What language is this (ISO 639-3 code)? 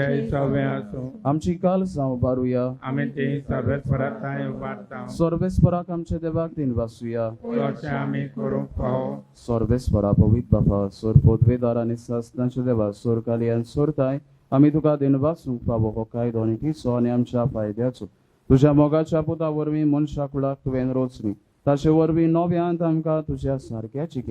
kok